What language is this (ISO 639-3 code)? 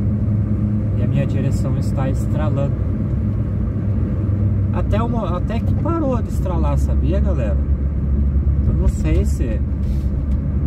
por